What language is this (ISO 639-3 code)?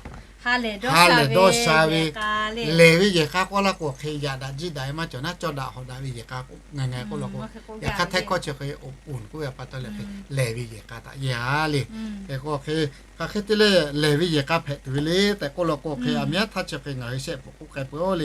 lhu